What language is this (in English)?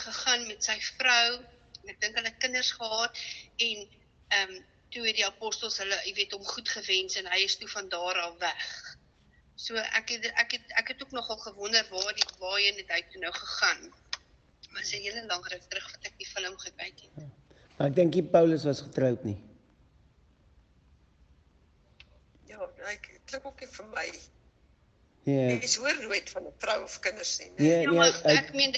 Afrikaans